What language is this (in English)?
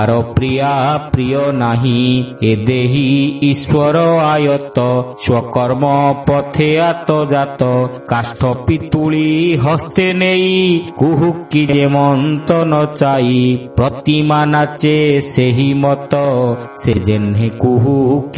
Odia